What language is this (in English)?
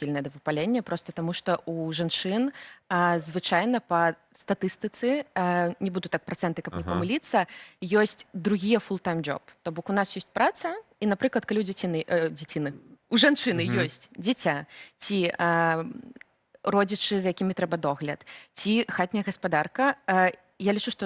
Belarusian